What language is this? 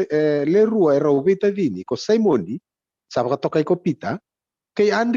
Fijian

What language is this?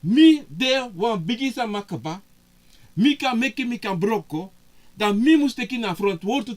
Sranan Tongo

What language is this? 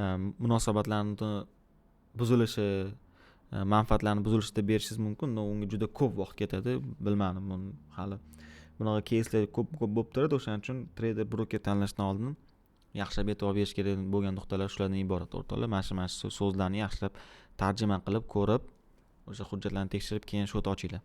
Uzbek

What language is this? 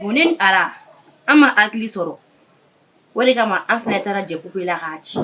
Bambara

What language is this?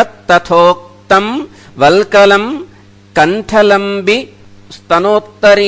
Sanskrit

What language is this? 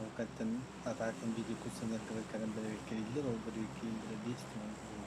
Yakut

